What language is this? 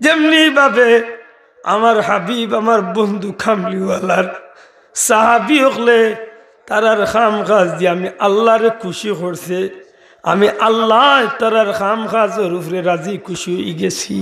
Sylheti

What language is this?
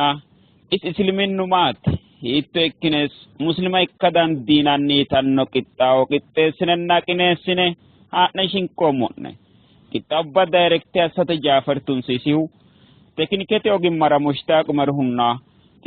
Sidamo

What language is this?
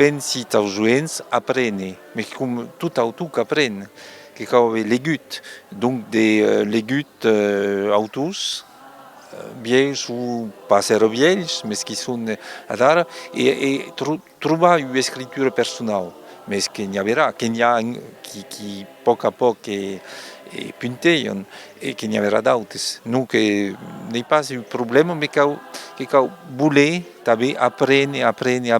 Occitan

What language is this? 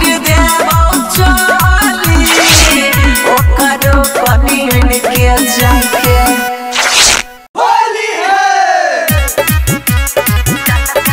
Bhojpuri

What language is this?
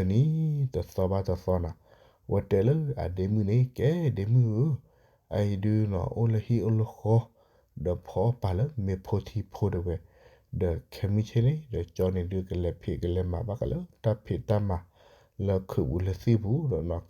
S'gaw Karen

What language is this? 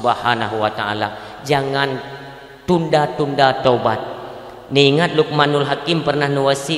Achinese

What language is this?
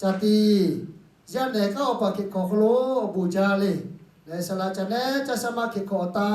Lahu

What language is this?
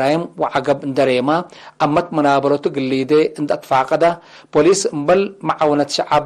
Tigre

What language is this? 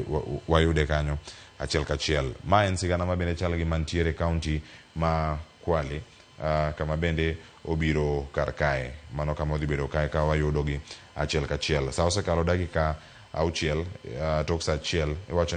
Luo (Kenya and Tanzania)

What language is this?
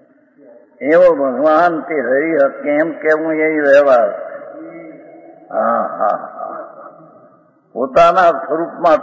Gujarati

